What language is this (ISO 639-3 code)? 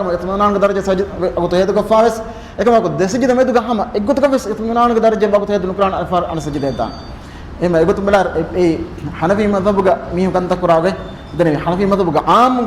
div